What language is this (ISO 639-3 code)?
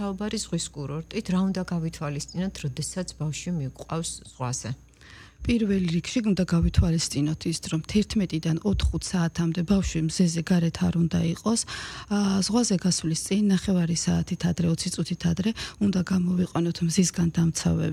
kat